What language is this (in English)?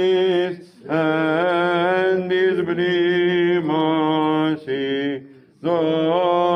Greek